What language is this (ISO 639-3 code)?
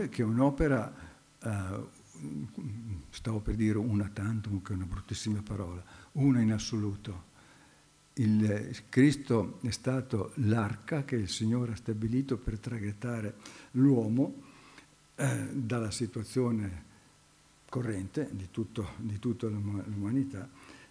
ita